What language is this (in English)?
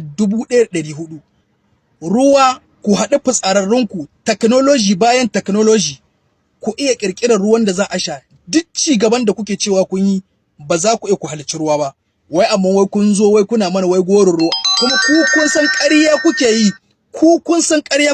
Hausa